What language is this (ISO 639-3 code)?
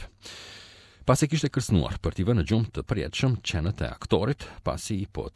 sqi